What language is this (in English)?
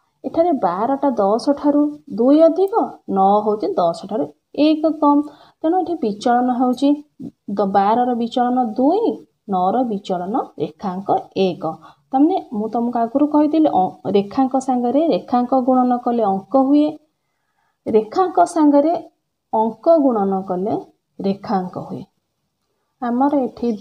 Odia